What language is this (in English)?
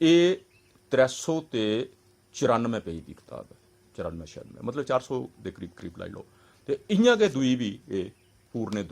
Dogri